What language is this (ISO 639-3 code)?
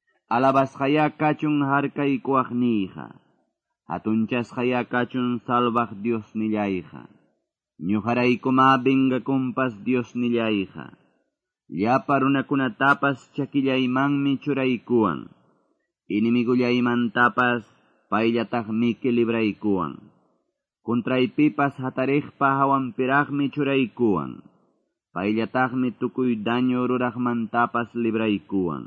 que